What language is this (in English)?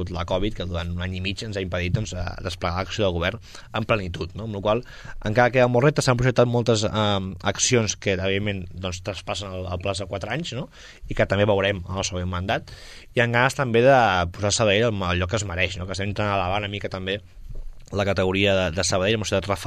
Catalan